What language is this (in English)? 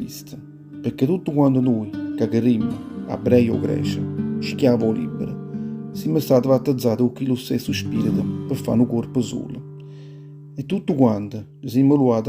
Neapolitan